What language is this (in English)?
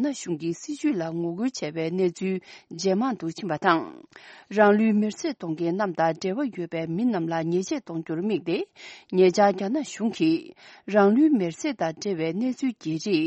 Tibetan